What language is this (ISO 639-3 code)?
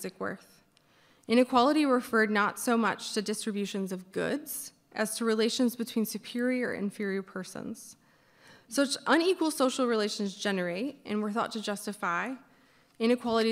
eng